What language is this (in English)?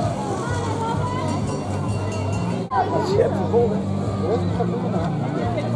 Dutch